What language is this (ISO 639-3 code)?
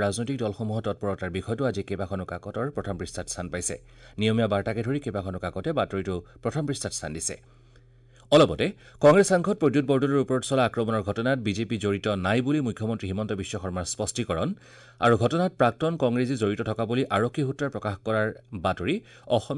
asm